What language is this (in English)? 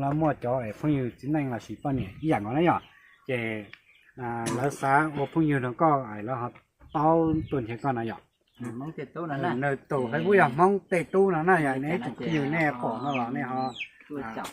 Hmong